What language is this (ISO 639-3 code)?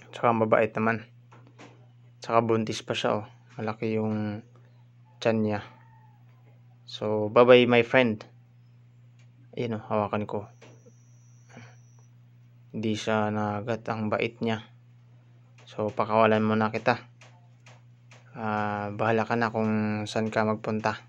fil